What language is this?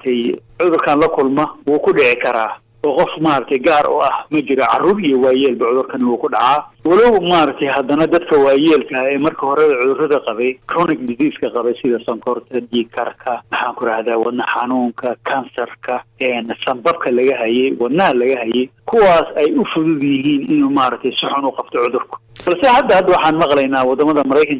Somali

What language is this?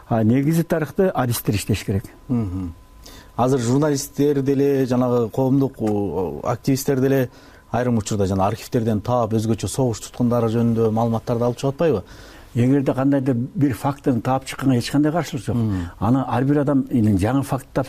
Kyrgyz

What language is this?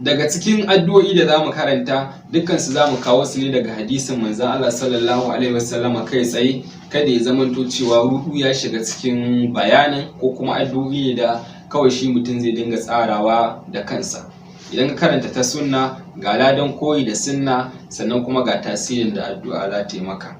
Hausa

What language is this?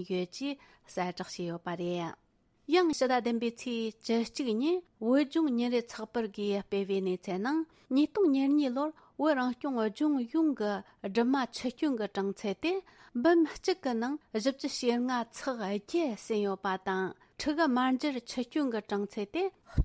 Tibetan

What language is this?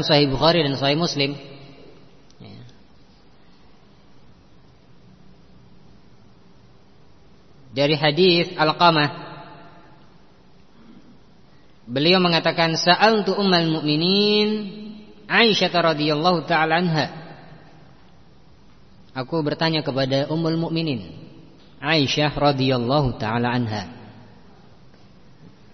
Indonesian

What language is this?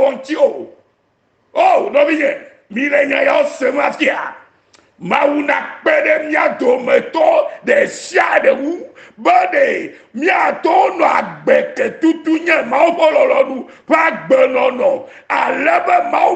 Ewe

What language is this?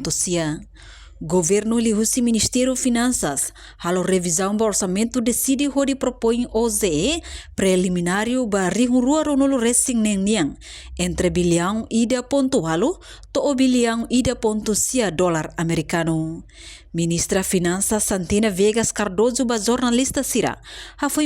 Tetum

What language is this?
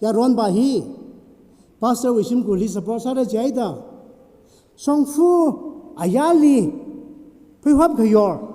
Tangkhul Naga (India)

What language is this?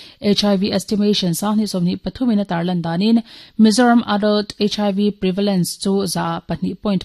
Mizo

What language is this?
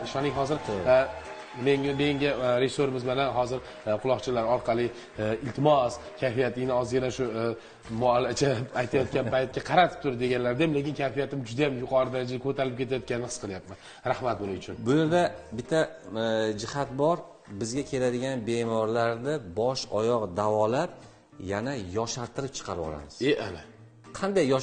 Uzbek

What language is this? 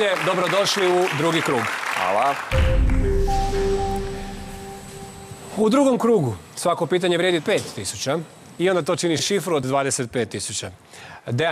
Croatian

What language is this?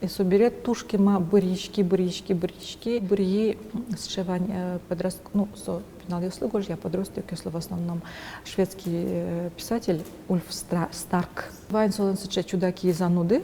Udmurt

